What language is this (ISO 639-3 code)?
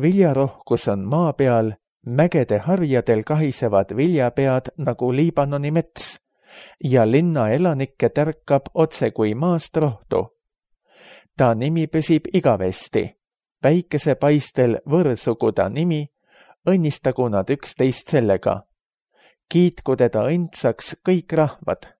est